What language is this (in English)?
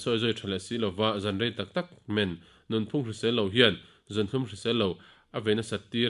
Mizo